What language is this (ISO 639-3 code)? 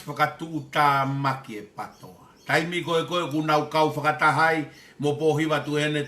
ton